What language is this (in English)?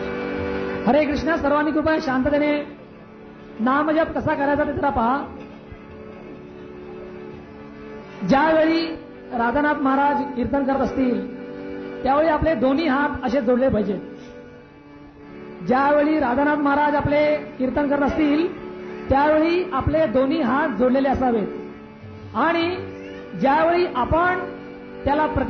Marathi